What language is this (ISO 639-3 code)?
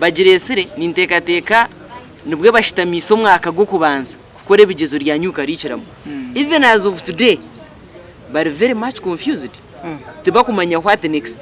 nyn